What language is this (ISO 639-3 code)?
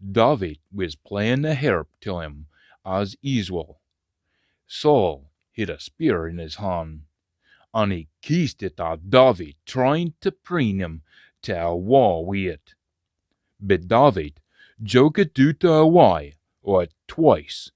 sco